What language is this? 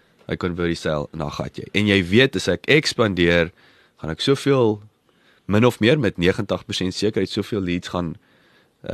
Afrikaans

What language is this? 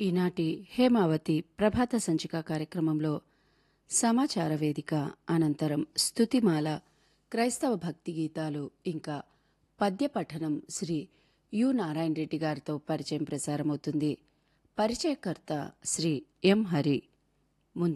Telugu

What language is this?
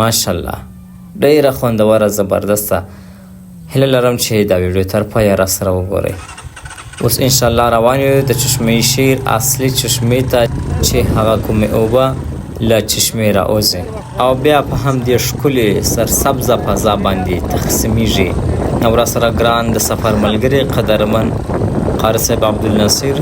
Pashto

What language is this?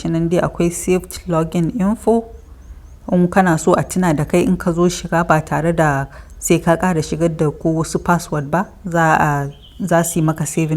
Hausa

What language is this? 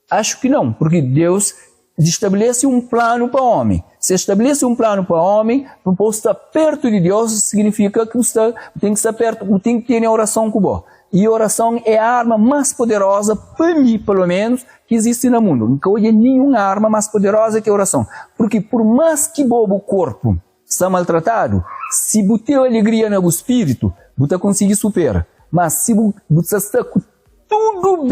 Kabuverdianu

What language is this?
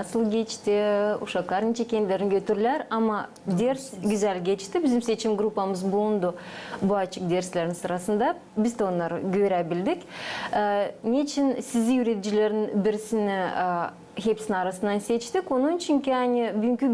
Gagauz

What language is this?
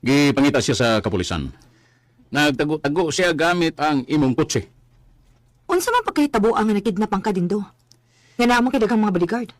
Cebuano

